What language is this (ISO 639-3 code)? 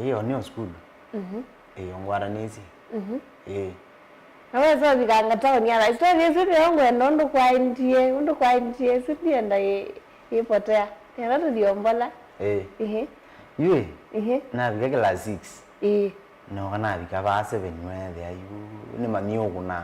kam